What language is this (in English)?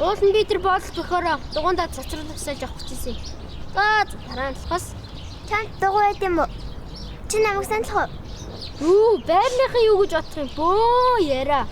Mongolian